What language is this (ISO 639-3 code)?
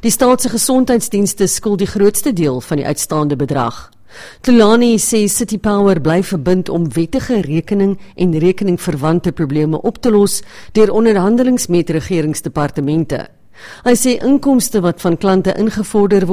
afr